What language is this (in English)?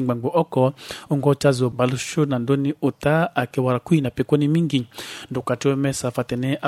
Sango